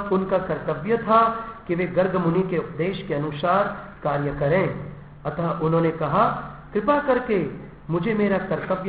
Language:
Hindi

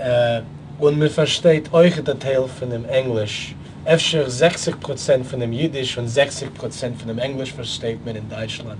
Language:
Yiddish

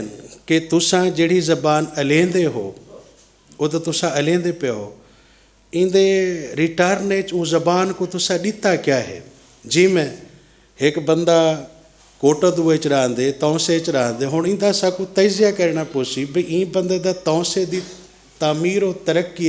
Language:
Saraiki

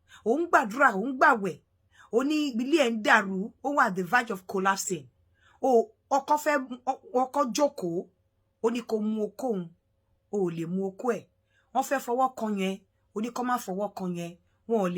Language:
Yoruba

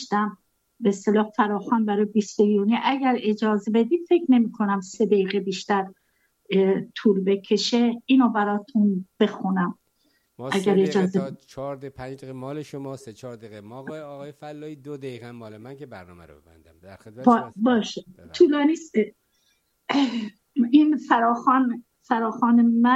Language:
Persian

